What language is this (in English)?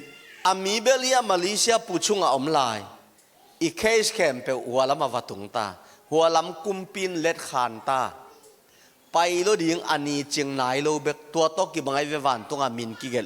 Tedim Chin